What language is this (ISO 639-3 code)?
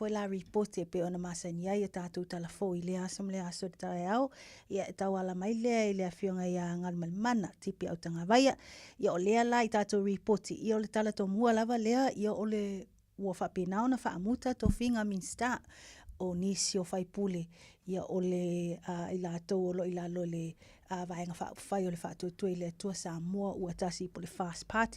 smo